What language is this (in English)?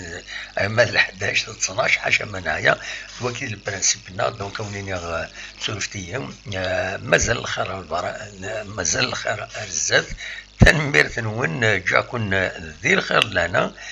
Kabyle